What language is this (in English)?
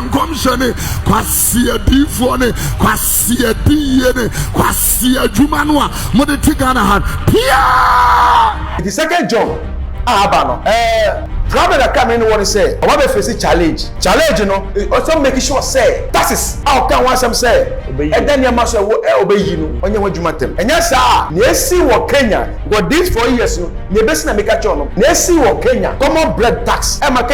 Akan